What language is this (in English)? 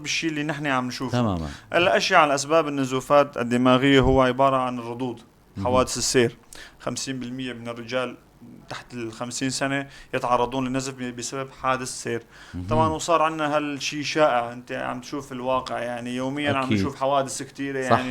North Levantine Arabic